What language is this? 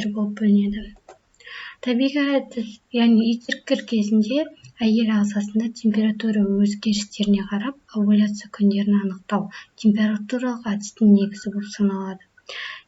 Kazakh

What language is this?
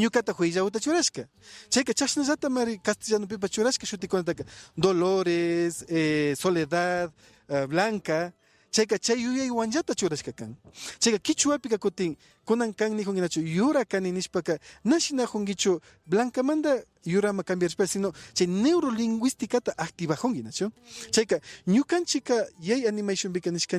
Imbabura Highland Quichua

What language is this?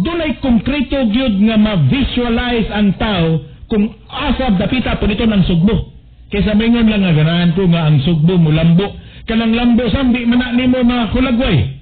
Cebuano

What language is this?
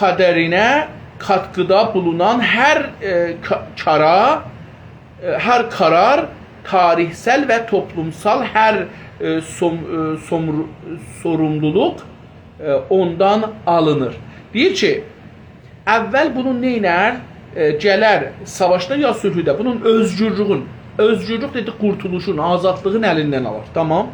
South Azerbaijani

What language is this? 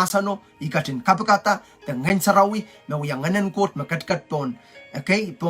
Pohnpeian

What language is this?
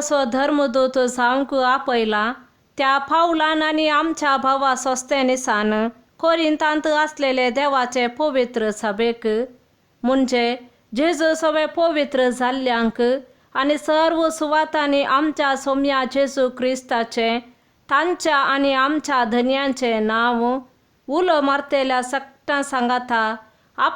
Konkani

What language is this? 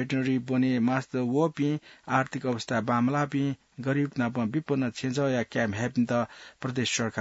Newari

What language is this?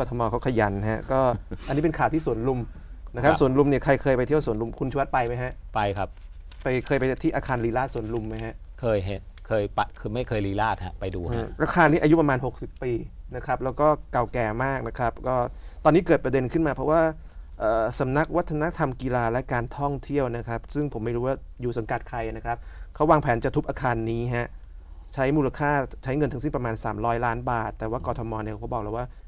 Thai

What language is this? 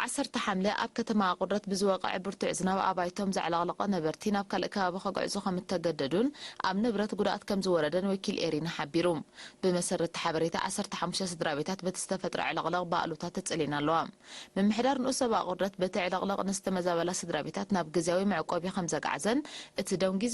Tigrinya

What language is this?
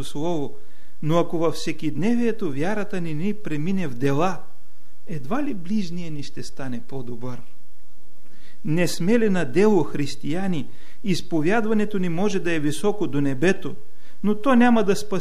Bulgarian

